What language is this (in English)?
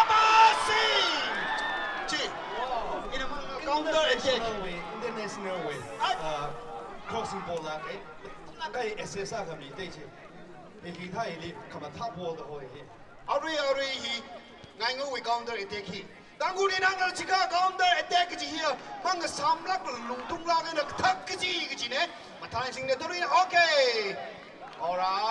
Tangkhul Naga (India)